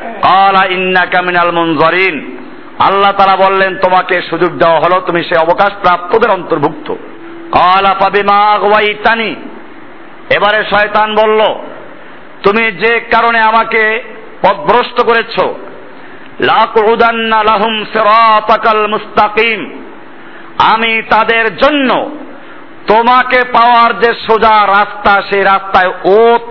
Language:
Bangla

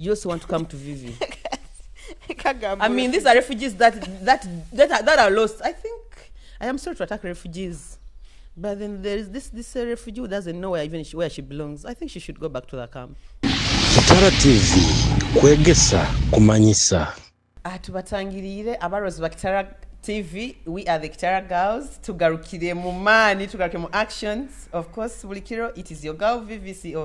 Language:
Nyoro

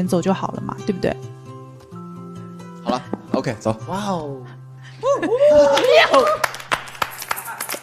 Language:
Chinese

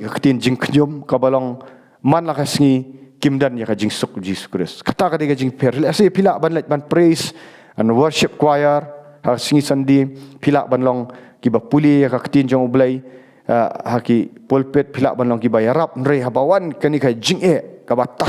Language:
Khasi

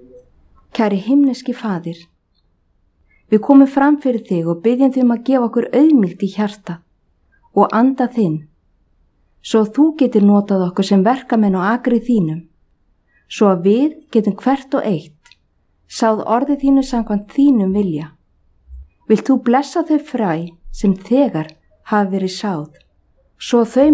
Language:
Icelandic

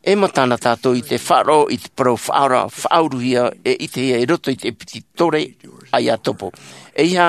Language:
Tahitian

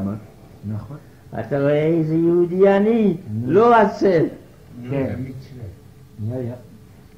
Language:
Hebrew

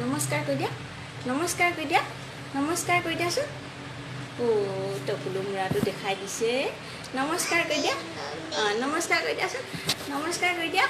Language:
Assamese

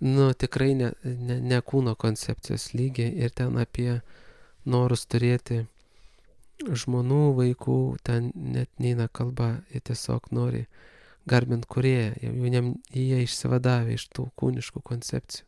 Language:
Lithuanian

